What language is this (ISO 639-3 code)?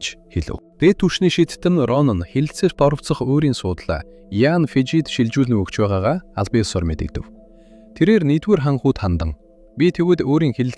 mon